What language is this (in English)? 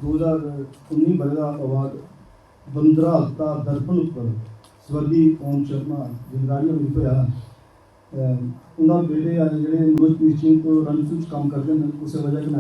Dogri